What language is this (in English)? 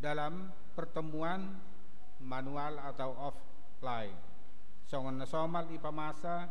Batak Simalungun